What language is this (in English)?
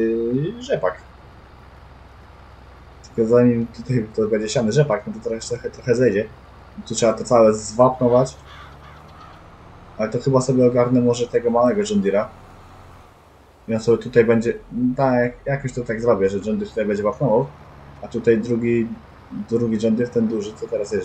Polish